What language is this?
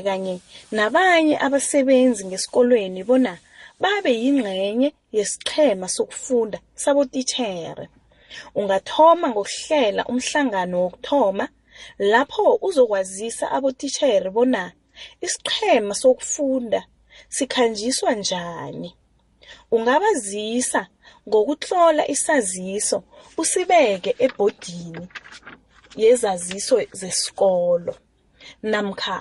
South Ndebele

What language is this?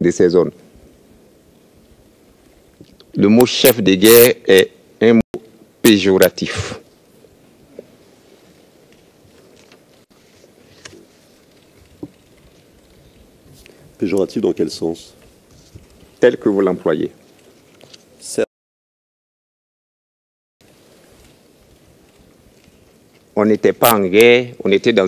French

